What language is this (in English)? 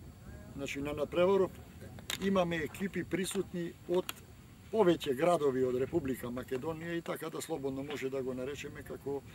Macedonian